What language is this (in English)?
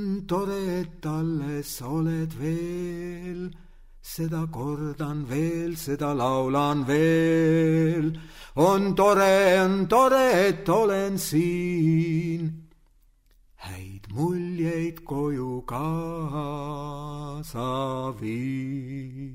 Estonian